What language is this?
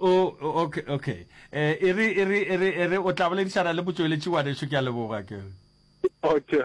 Northern Sotho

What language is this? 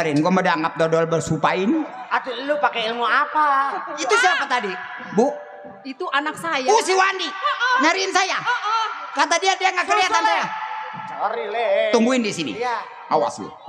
Betawi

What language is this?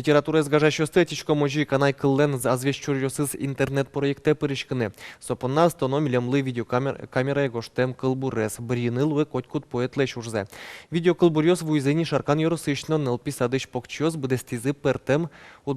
Udmurt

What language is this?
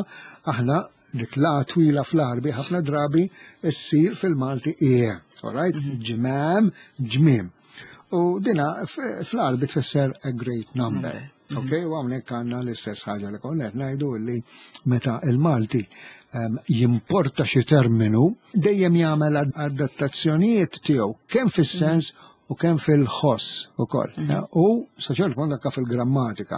Maltese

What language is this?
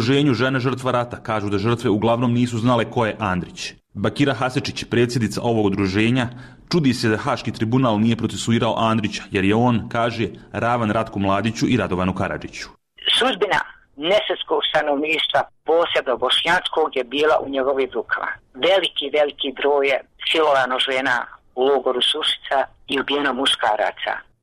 Serbian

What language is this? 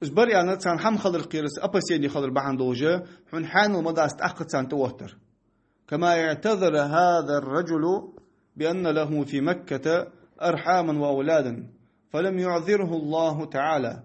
Ingush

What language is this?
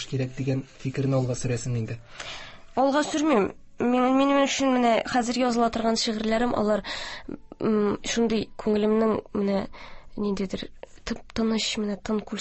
Tatar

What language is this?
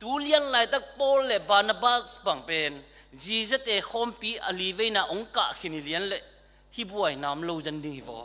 Tedim Chin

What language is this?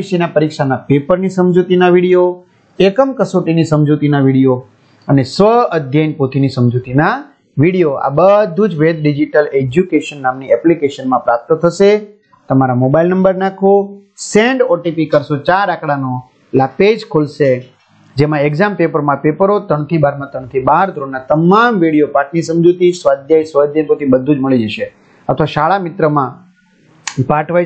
Gujarati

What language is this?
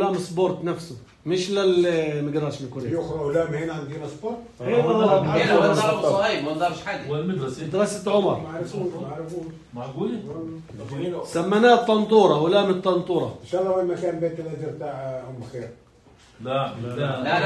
North Levantine Arabic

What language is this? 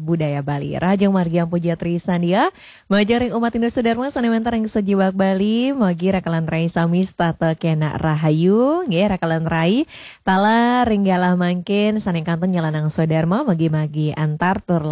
Balinese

